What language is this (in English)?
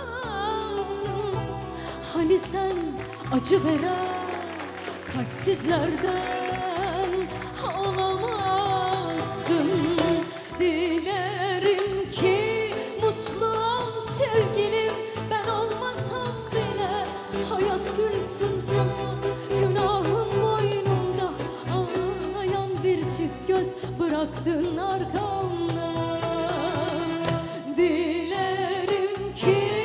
Turkish